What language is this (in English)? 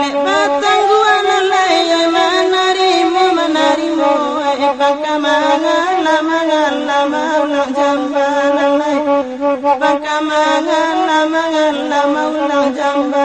Minangkabau